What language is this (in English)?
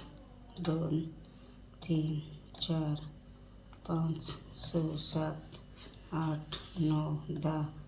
Konkani